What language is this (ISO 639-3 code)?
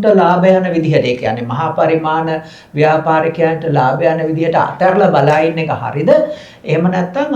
sin